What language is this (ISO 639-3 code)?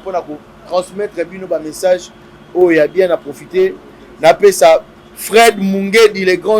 lin